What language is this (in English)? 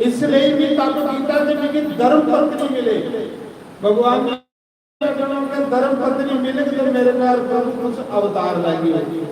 Dogri